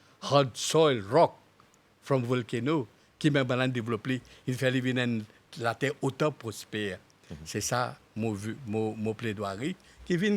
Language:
Morisyen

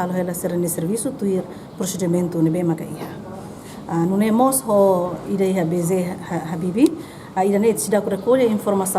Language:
Tetum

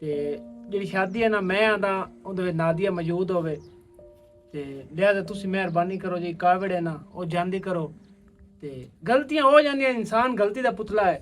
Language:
Western Panjabi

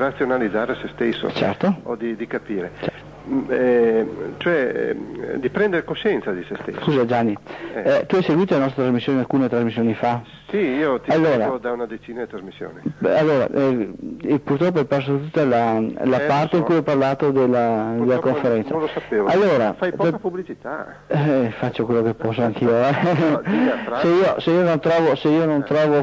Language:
Italian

